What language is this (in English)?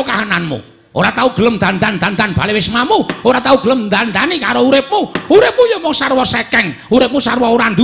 Javanese